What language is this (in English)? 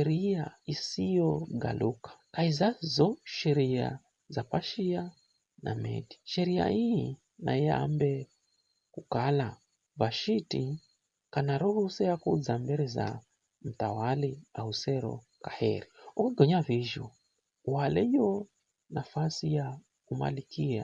Giryama